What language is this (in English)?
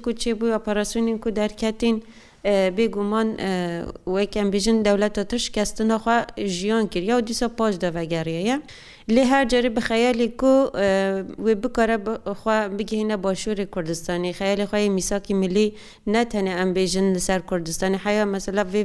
Kurdish